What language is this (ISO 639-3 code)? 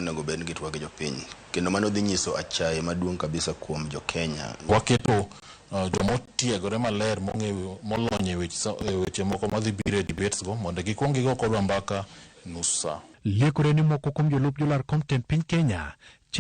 luo